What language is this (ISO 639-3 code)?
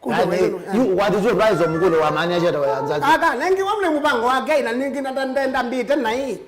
kam